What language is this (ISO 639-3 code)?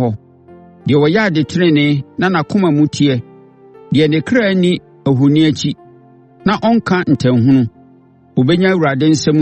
aka